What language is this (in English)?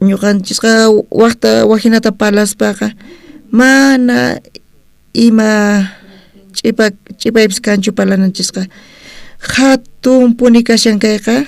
South Bolivian Quechua